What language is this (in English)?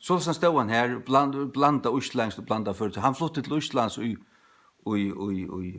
Faroese